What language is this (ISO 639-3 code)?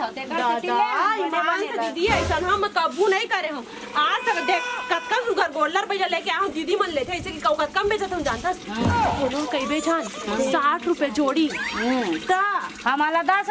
hne